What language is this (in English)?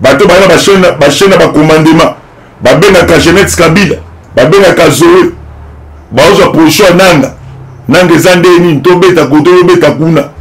Lingala